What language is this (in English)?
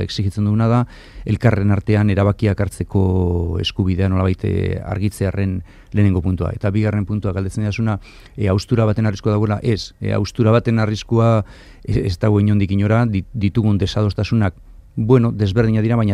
Basque